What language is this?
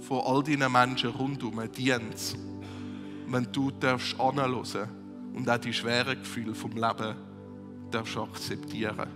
Swiss German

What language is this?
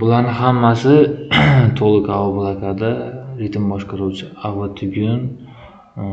Uzbek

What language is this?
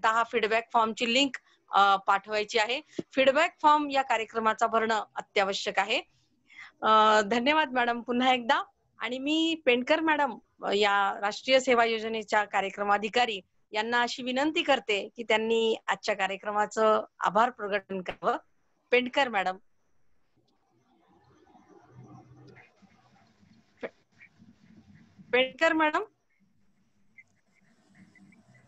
Marathi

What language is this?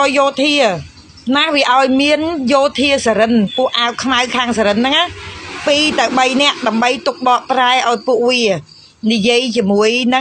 Khmer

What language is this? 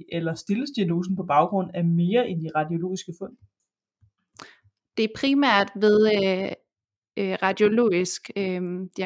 Danish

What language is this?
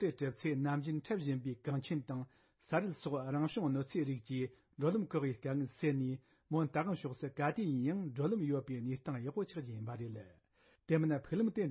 Tibetan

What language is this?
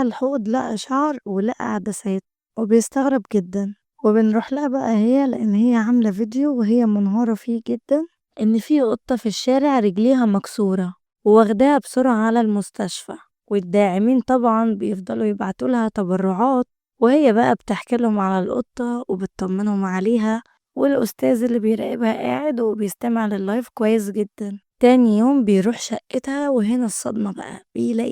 Egyptian Arabic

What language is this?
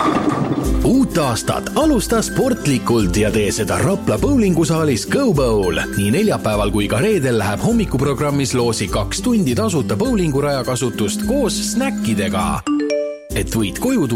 Estonian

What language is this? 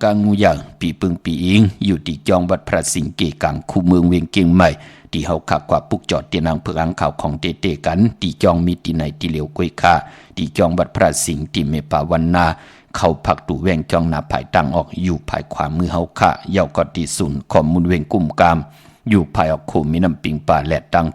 Shan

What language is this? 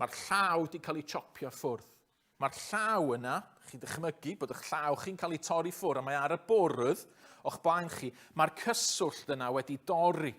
Welsh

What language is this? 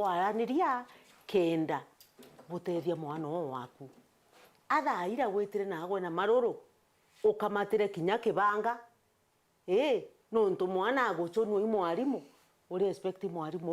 Meru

